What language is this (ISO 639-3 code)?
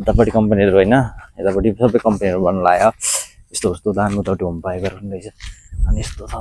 nep